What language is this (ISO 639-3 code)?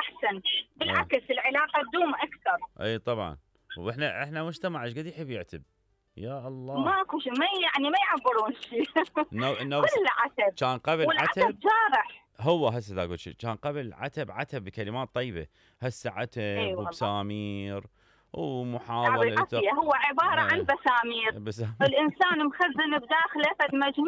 acm